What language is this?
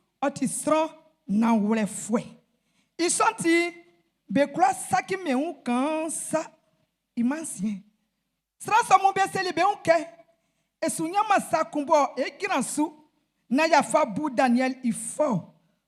Baoulé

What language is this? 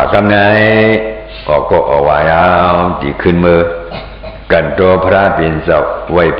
Shan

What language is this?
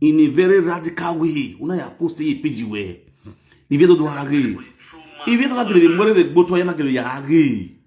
Nigerian Pidgin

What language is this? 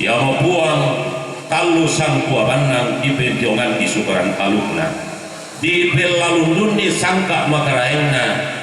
Toraja-Sa'dan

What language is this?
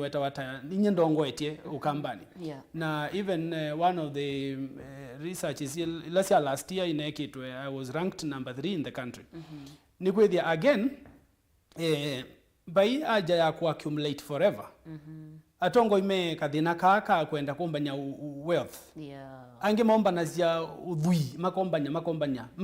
Kamba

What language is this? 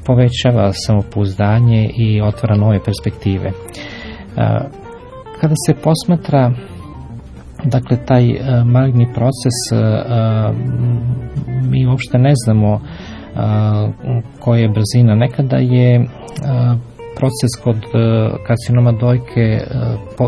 Serbian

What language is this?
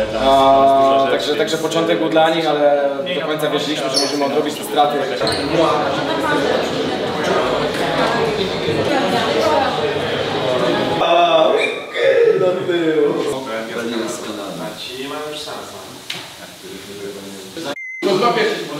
Polish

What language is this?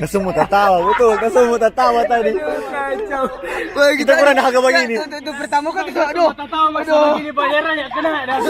Manado Malay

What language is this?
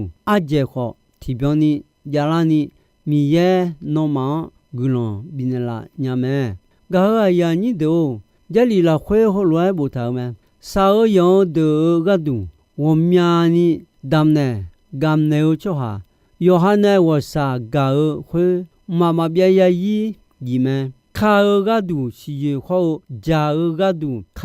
Akha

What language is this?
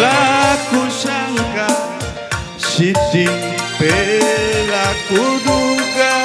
Batak Karo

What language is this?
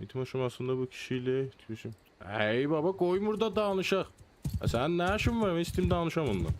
South Azerbaijani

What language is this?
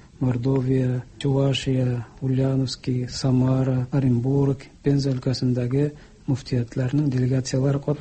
Tatar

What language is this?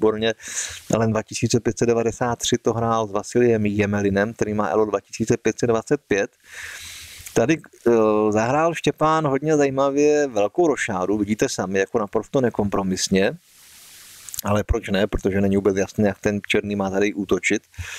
Czech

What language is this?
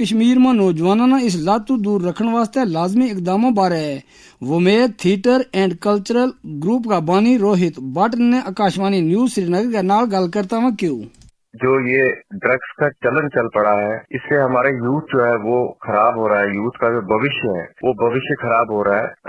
Gujari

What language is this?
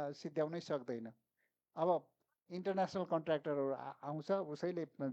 Nepali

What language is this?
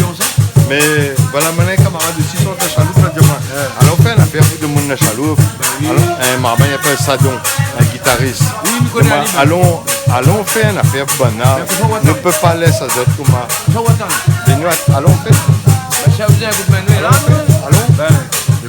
Réunion Creole French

